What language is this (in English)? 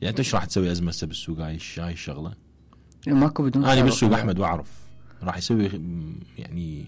Mesopotamian Arabic